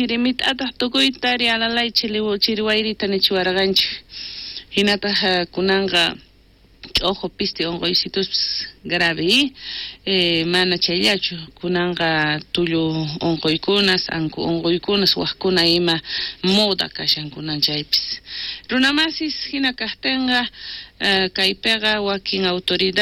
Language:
South Bolivian Quechua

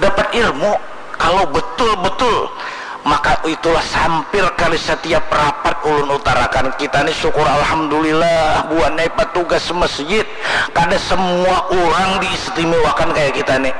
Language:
Banjar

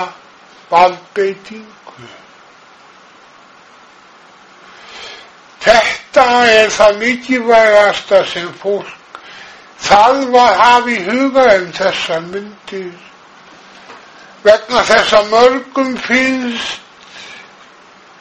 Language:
Icelandic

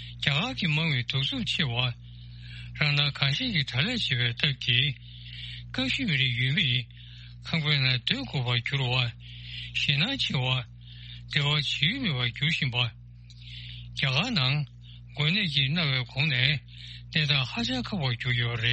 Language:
Tibetan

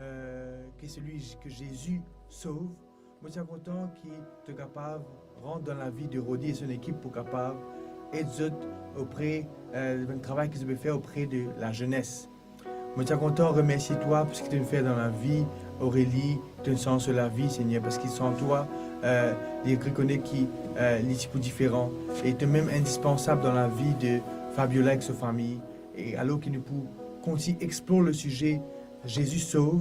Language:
Morisyen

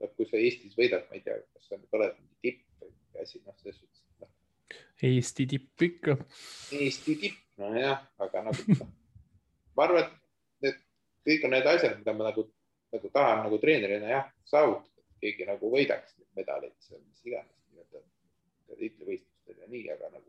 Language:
Estonian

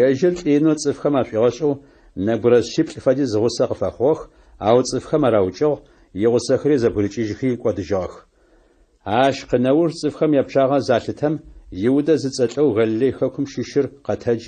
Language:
Adyghe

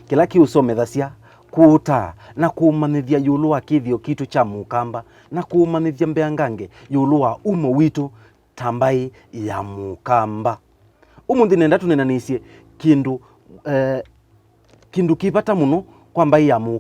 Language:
Kamba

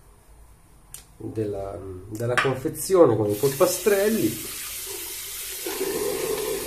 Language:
Italian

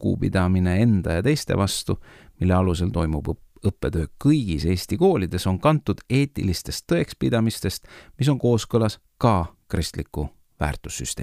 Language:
Estonian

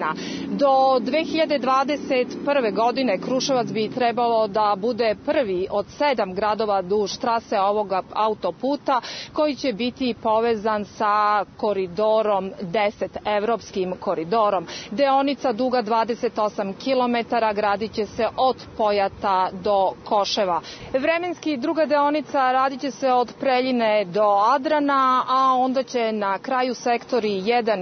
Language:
Serbian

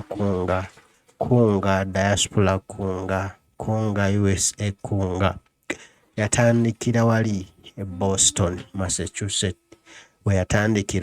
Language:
Ganda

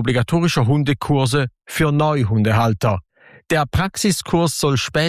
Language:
German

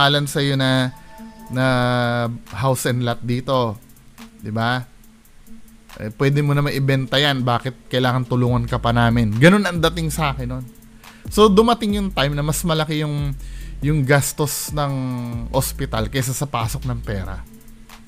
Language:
Filipino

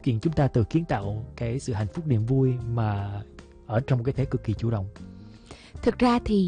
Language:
Vietnamese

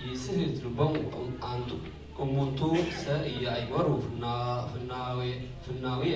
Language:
Geez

